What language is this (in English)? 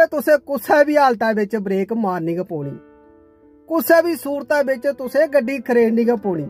Dogri